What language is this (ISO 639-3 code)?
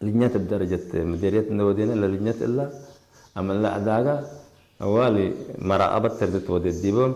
tig